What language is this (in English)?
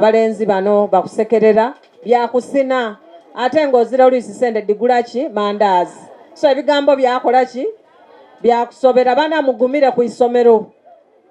Soga